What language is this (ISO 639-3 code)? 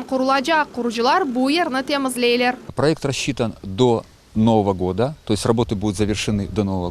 crh